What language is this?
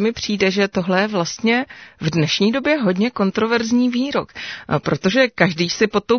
Czech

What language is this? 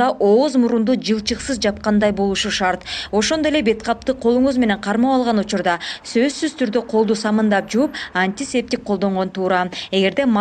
Kyrgyz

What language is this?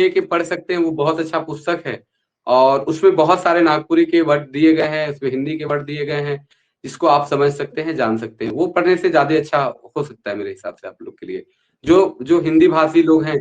Sadri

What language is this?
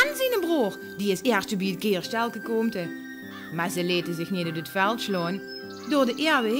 Limburgish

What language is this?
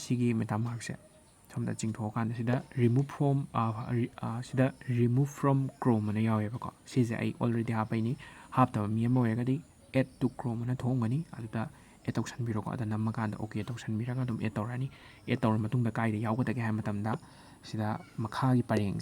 Manipuri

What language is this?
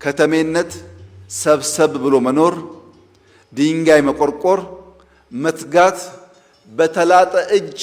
Amharic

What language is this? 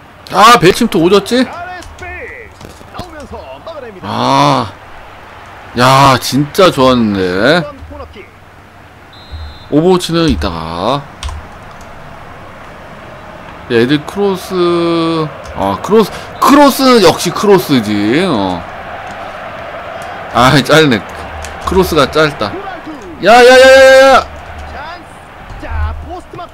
Korean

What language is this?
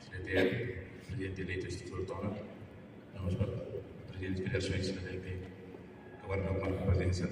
Tetum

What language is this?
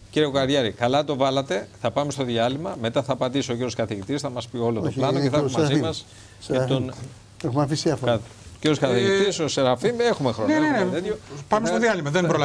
Greek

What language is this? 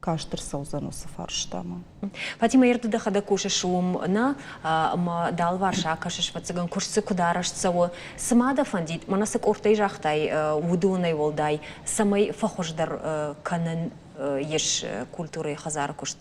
Ossetic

